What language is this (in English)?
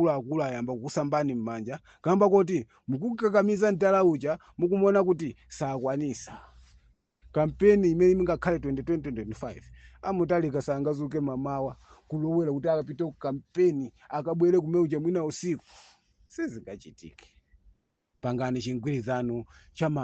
Nyanja